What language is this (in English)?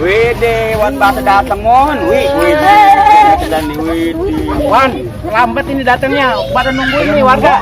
Betawi